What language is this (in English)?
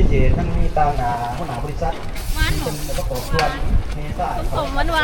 Northeastern Thai